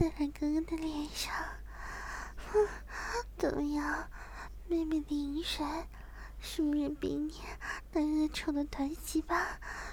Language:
Chinese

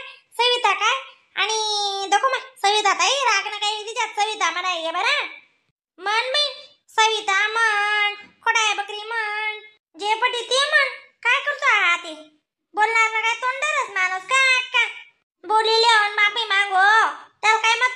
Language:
Khandesi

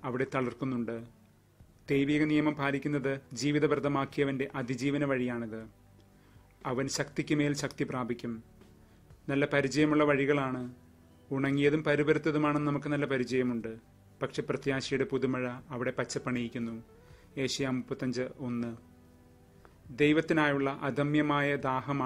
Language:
Malayalam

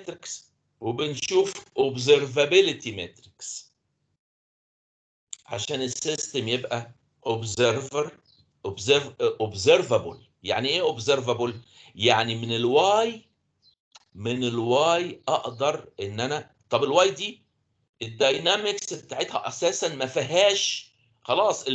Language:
Egyptian Arabic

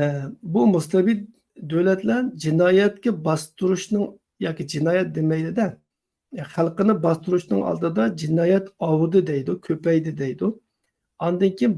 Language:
Uyghur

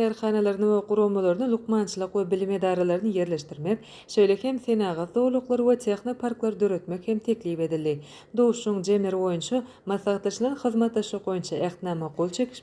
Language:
Turkmen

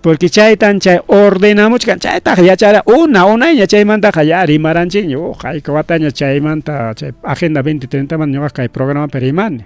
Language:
Ayacucho Quechua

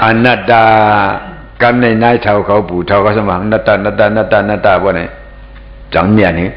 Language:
Shan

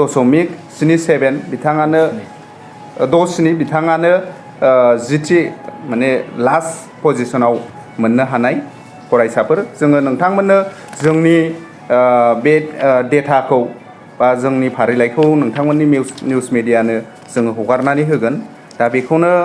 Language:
Bodo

